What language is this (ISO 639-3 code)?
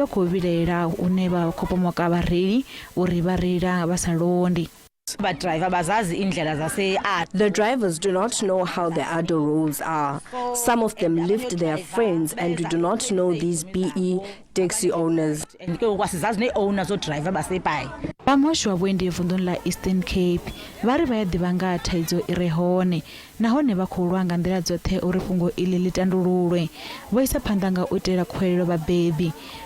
ven